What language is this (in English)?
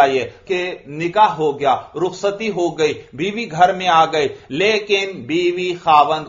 Urdu